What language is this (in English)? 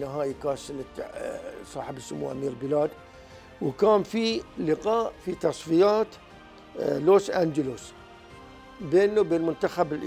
Arabic